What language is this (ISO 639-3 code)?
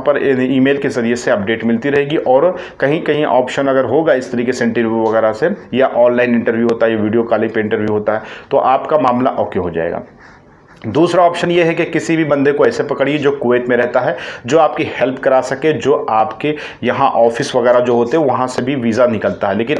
hin